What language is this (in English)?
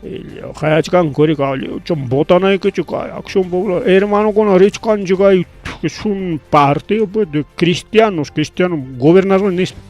Ayacucho Quechua